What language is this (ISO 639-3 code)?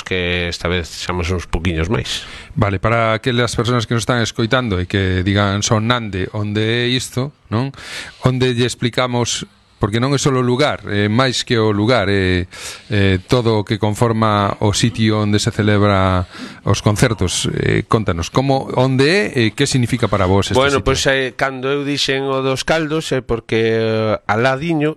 glg